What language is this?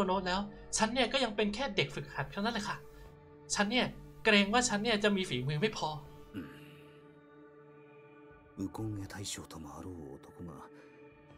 Thai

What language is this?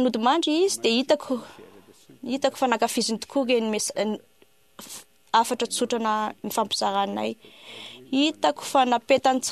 Malagasy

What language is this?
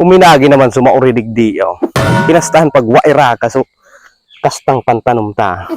Bikol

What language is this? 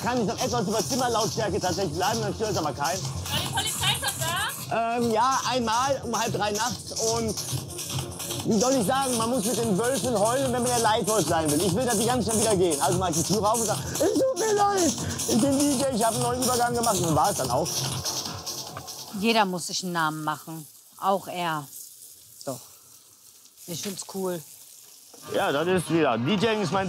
German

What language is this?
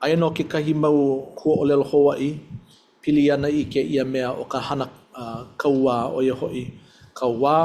Hawaiian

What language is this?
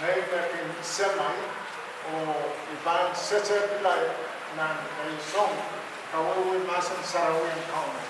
Pohnpeian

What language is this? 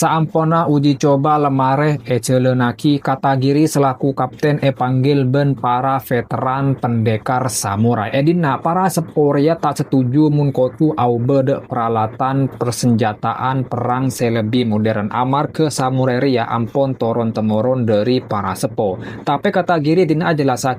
Madurese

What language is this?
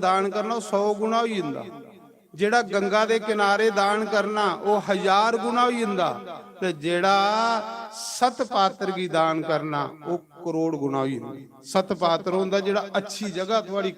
Dogri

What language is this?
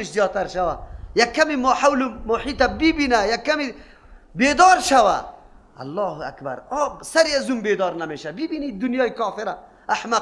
Persian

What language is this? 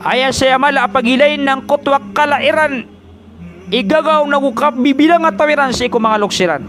Maranao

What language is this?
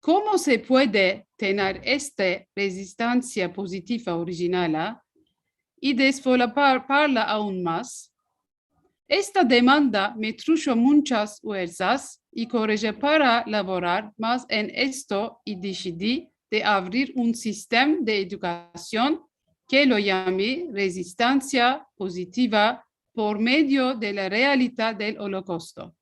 Ladino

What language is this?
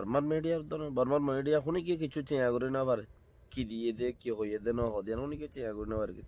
Rohingya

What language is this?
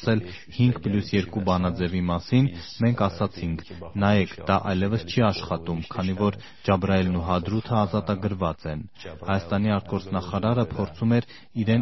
Armenian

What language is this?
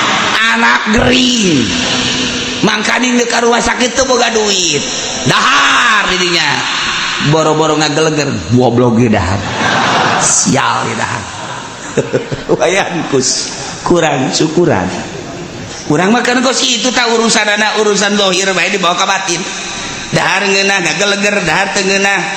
Sundanese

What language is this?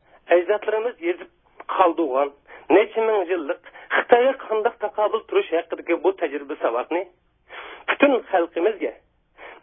Uyghur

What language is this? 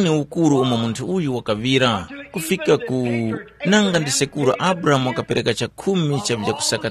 Tumbuka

